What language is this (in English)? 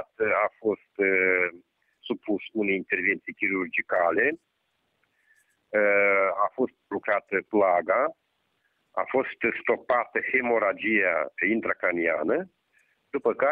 Romanian